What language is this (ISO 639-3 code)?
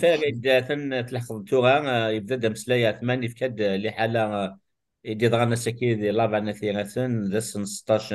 kab